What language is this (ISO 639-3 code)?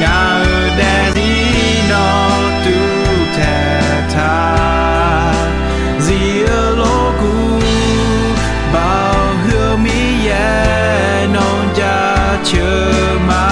ahk